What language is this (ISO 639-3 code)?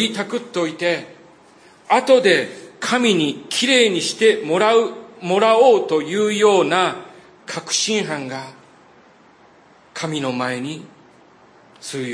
jpn